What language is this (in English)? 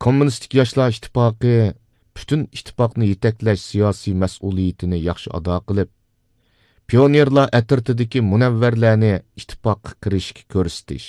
Uyghur